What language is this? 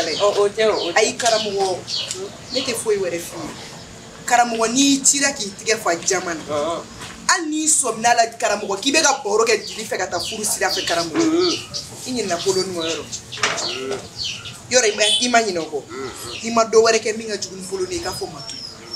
Bambara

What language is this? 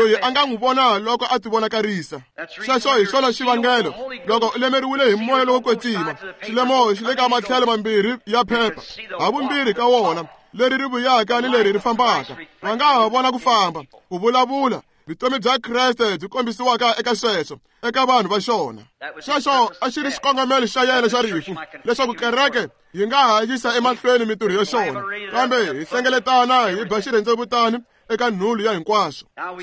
Tsonga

